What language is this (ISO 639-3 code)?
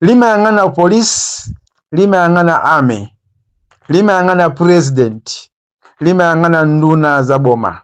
nya